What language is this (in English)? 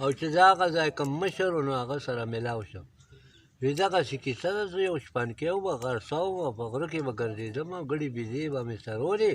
Pashto